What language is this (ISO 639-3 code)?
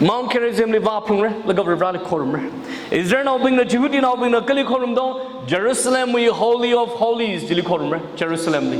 nmf